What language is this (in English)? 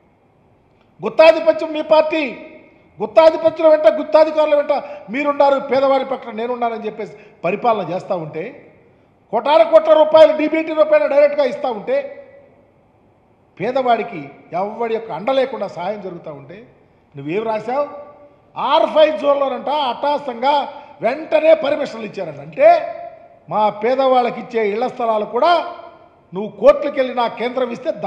Telugu